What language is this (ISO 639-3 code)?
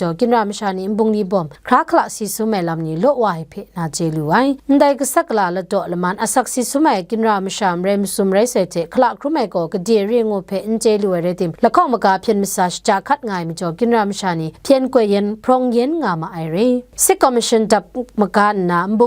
kac